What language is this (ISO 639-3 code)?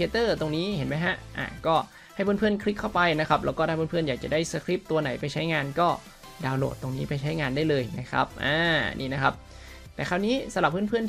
tha